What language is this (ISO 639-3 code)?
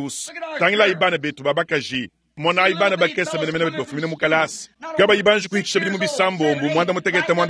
lua